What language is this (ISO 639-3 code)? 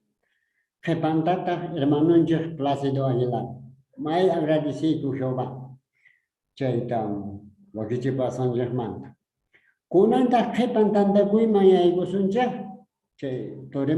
que